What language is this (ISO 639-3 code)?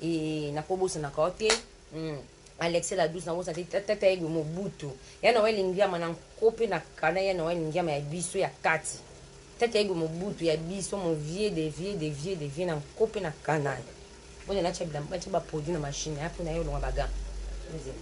lin